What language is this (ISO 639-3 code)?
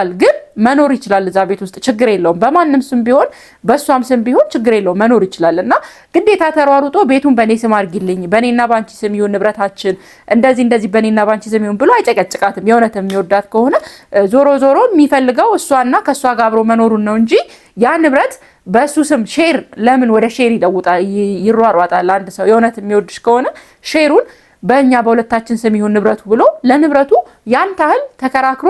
amh